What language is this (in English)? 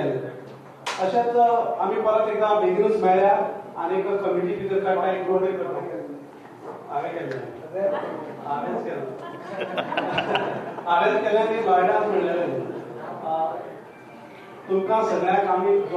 Konkani